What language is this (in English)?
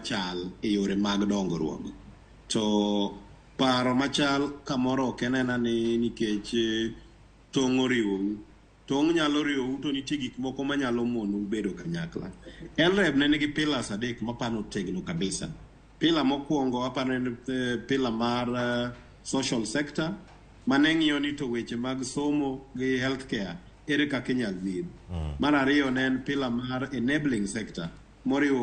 Luo (Kenya and Tanzania)